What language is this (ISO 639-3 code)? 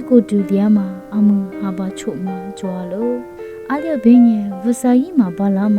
lis